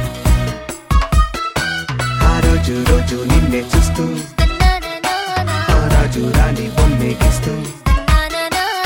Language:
Telugu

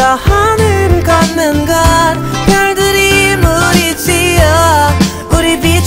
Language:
Korean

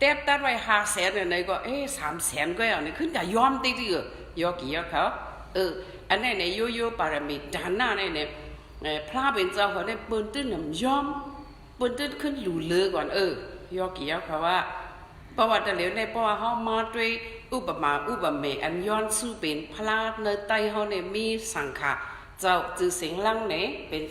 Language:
Shan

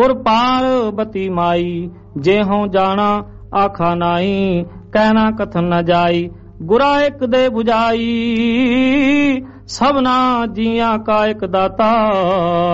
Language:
Punjabi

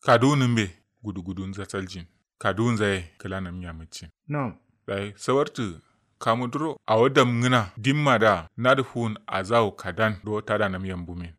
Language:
Kanuri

